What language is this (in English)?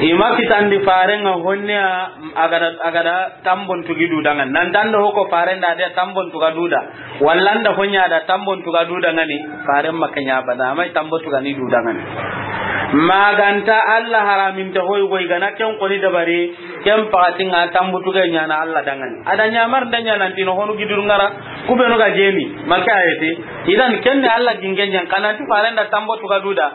Soninke